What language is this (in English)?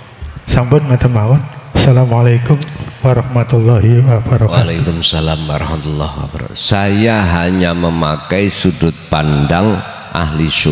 Indonesian